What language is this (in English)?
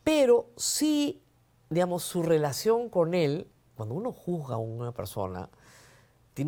Spanish